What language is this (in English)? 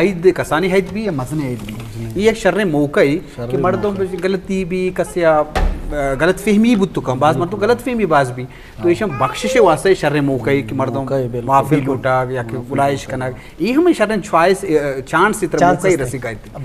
Eastern Balochi